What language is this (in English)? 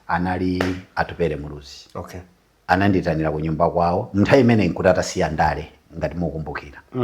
Nyanja